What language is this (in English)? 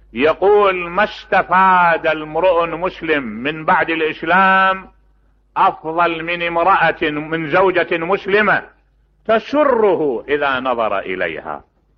Mesopotamian Arabic